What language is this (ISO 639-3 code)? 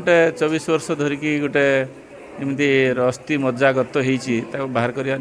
ori